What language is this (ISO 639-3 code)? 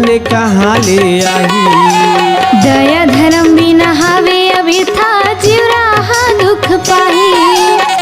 hne